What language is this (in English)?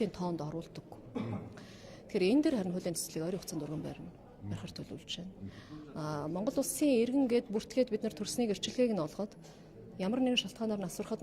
Mongolian